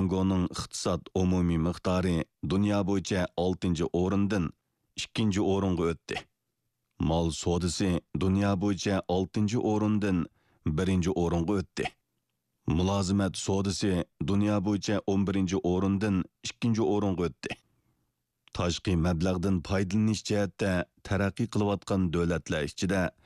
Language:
Uyghur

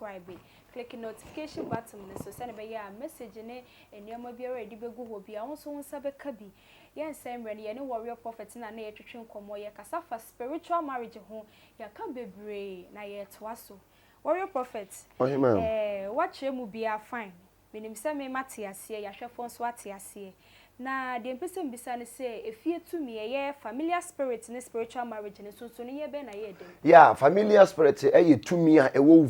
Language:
Akan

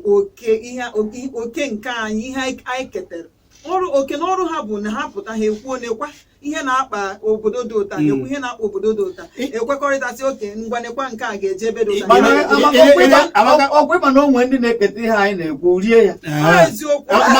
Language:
Igbo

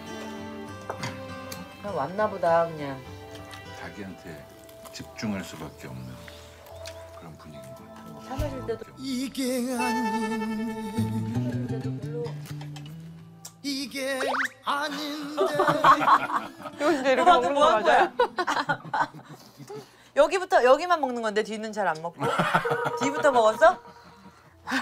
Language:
Korean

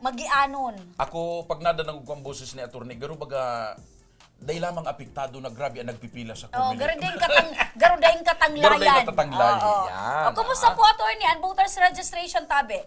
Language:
Bikol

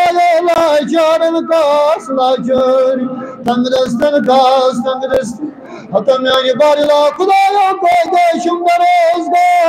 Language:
Kashmiri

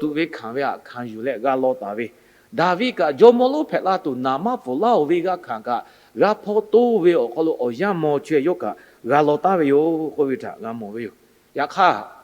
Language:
Lahu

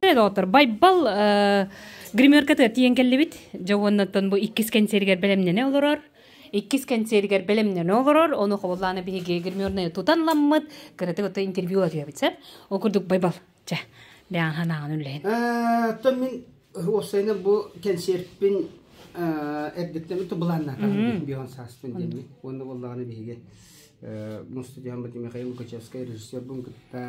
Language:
Yakut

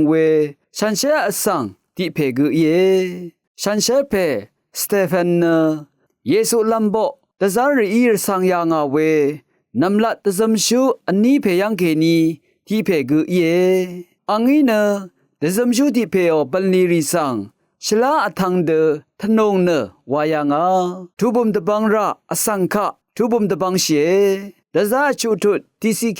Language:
Rawang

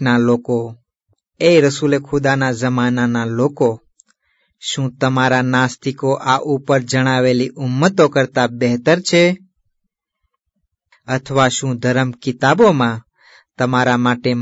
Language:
Gujarati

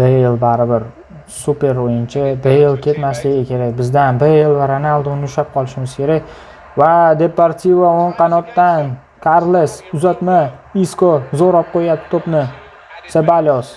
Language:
Uzbek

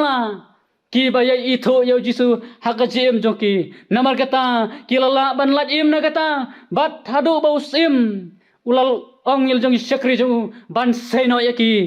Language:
Khasi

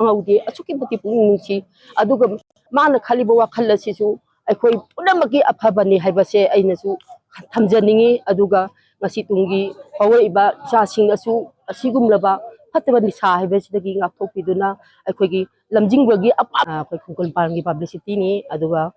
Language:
Manipuri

